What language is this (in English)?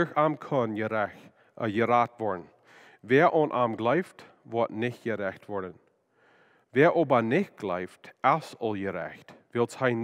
Plautdietsch